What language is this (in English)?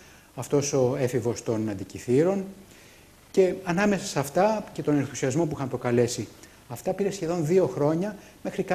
Greek